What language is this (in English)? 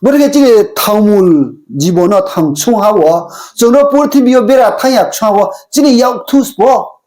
Riang (India)